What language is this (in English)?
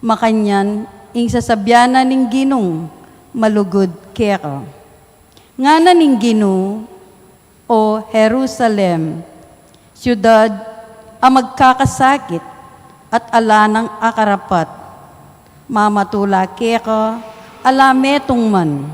Pampanga